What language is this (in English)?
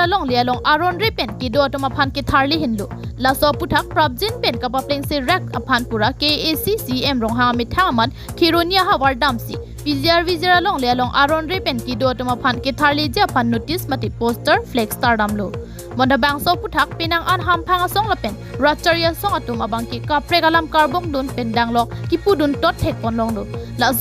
Karbi